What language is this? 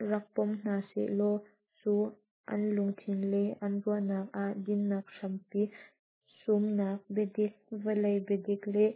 Hakha Chin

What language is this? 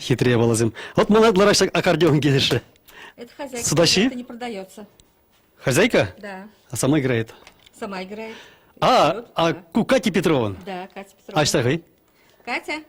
Chuvash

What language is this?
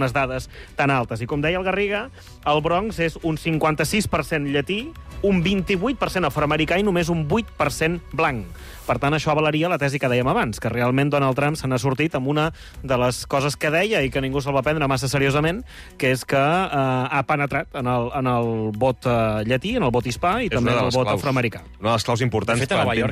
Catalan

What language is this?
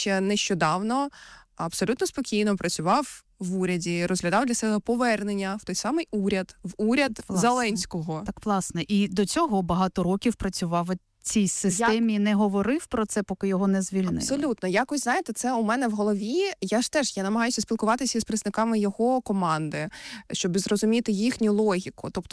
Ukrainian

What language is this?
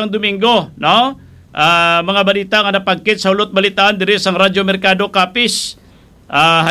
Hiligaynon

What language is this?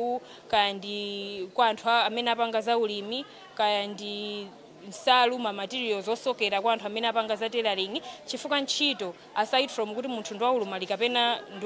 Nyanja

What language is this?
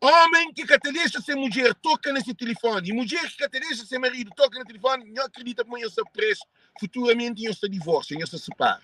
Kabuverdianu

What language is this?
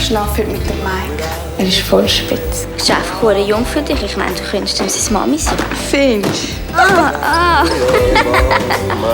Swiss German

